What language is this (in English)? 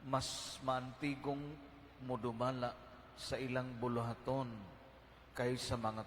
Cebuano